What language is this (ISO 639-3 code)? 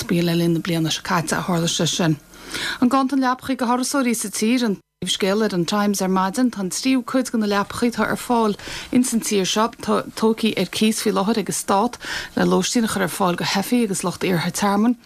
gle